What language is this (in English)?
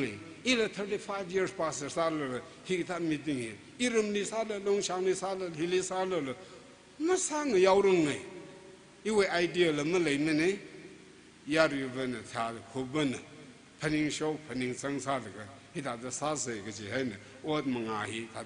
Tangkhul Naga (India)